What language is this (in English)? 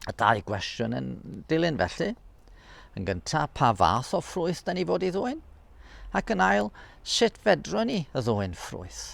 Welsh